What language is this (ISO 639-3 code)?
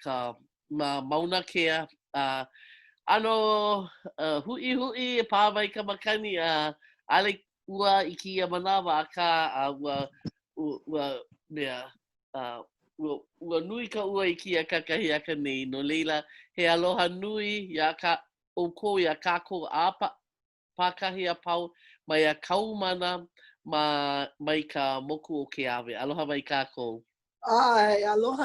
haw